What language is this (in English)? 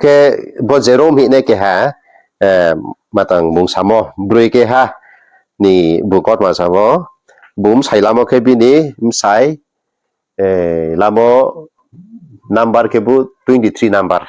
Riang (India)